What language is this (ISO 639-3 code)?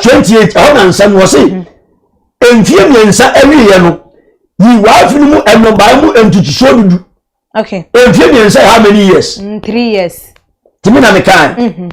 aka